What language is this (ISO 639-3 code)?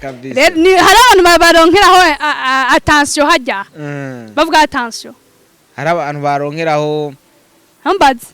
run